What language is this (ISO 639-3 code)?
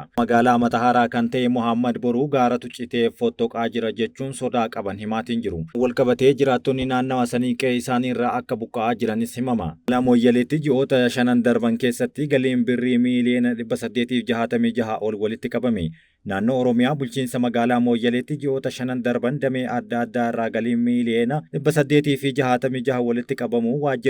orm